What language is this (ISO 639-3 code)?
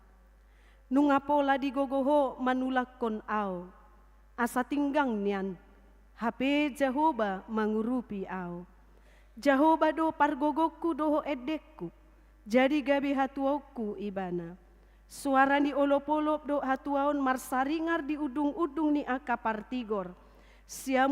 bbc